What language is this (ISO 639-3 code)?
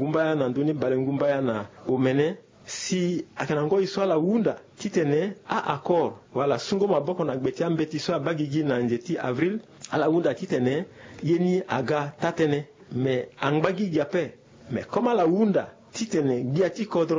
sag